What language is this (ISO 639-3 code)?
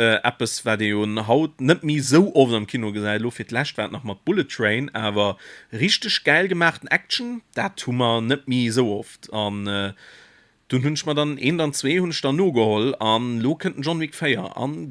ltz